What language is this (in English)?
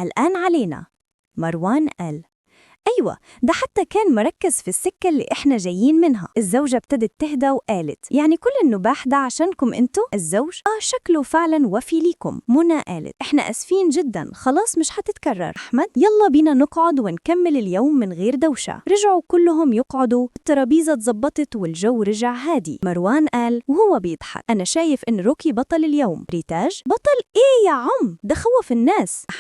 Egyptian Arabic